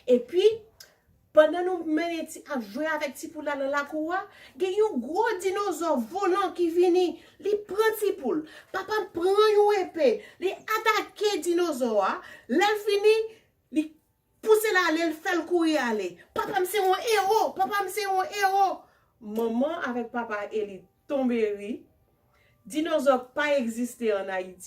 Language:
Haitian Creole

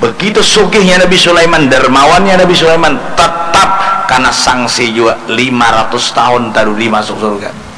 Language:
Banjar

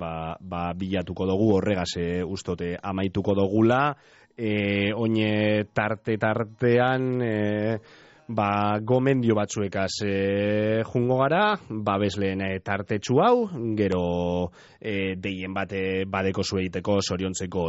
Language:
Basque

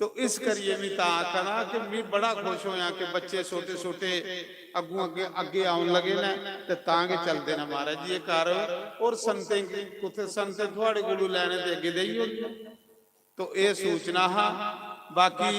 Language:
Dogri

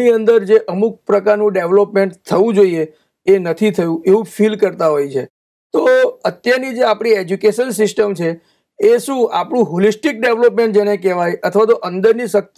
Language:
Gujarati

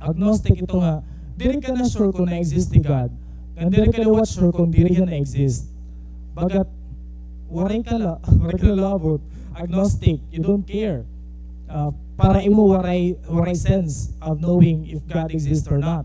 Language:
Waray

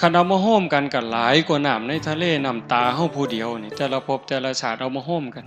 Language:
Northeastern Thai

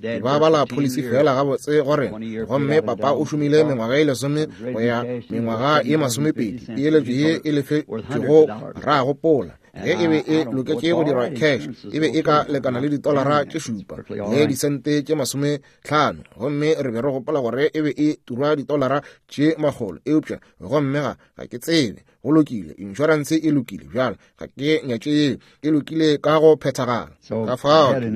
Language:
Northern Sotho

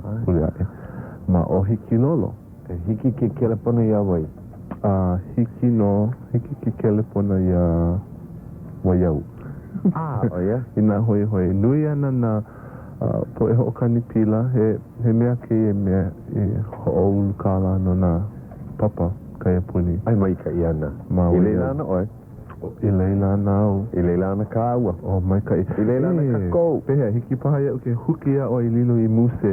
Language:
Hawaiian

